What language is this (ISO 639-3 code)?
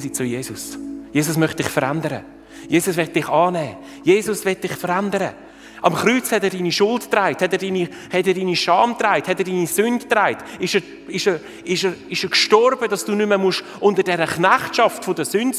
gsw